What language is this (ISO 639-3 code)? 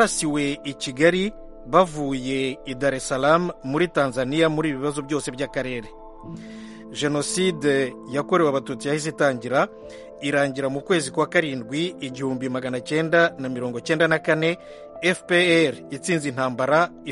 kin